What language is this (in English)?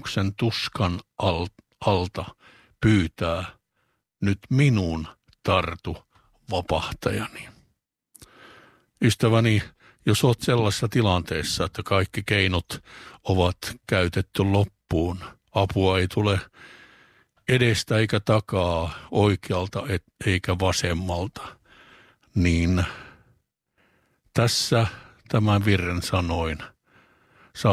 Finnish